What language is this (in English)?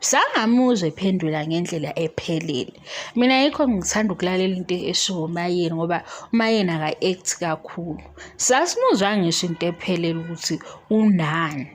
Zulu